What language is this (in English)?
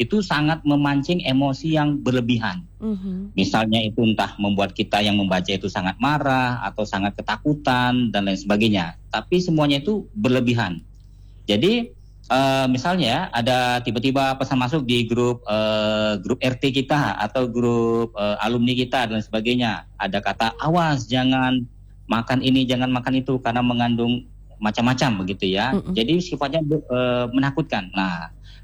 Indonesian